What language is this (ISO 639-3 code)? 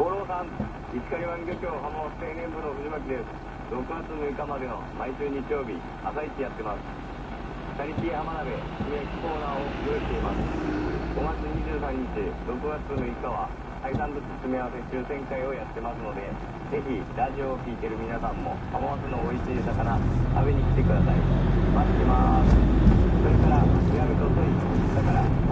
jpn